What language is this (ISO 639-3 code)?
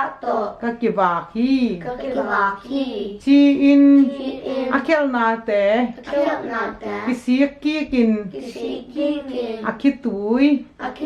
ctd